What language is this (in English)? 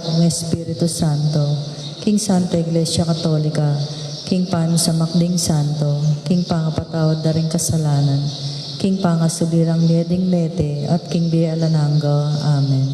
Pampanga